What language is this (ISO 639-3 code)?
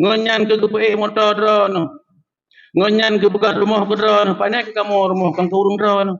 ace